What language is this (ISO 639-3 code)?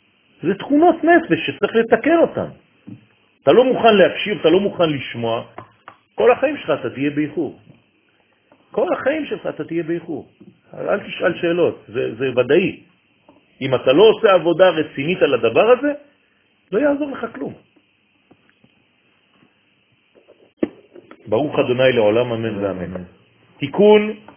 heb